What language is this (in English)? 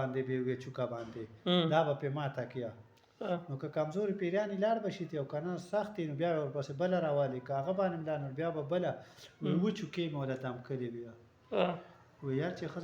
Pashto